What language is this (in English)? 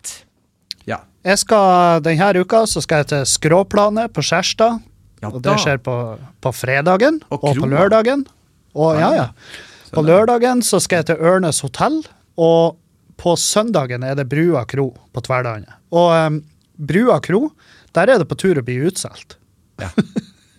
Norwegian